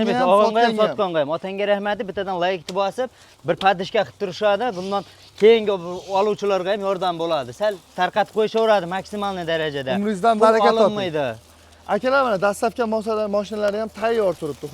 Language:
Uzbek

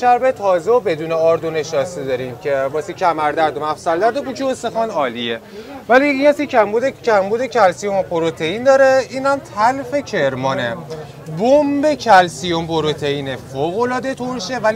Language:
Persian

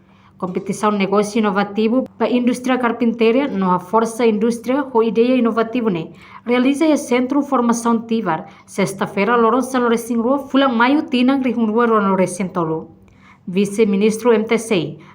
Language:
Tetum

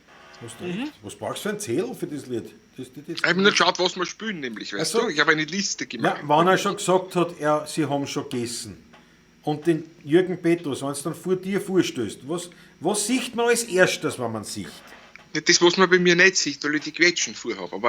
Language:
Bavarian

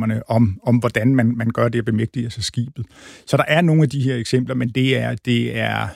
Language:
Danish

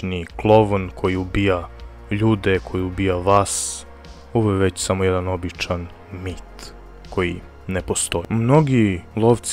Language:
Croatian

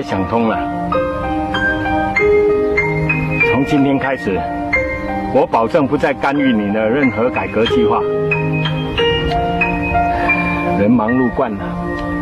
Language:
Chinese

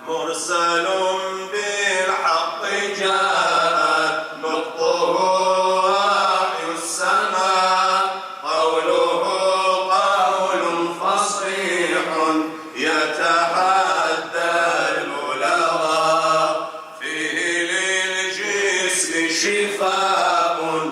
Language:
Kabardian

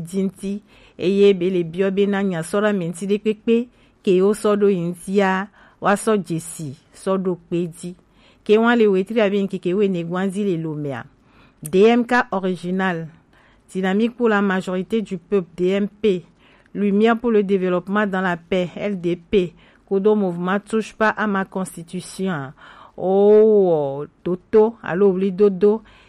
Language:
Gen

